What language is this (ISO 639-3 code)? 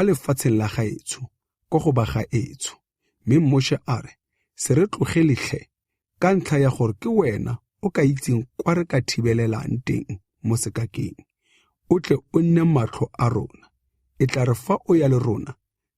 tsn